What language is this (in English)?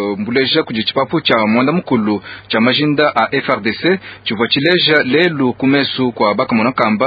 Luba-Lulua